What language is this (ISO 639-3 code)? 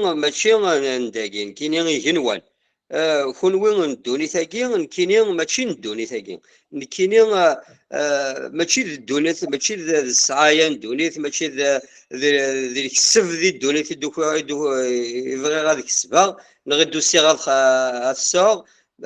kab